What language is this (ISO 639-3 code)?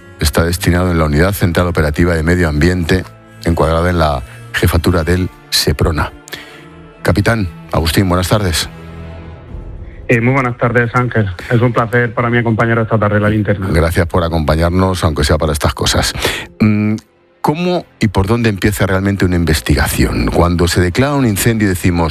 spa